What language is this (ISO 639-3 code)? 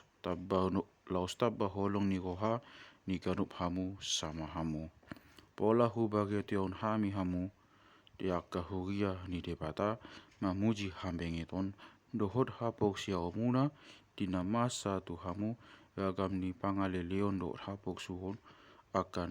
bbc